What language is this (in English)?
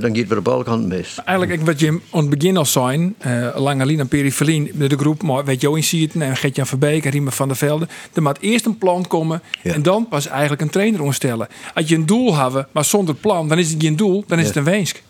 Western Frisian